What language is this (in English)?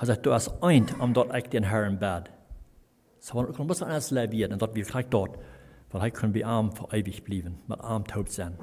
Plautdietsch